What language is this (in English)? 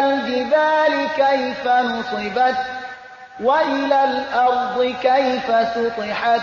Persian